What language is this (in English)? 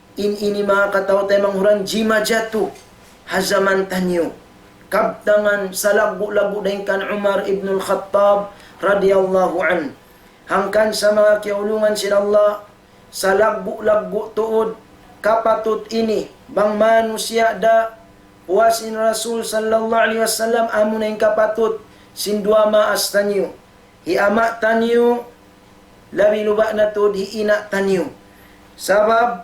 Tausug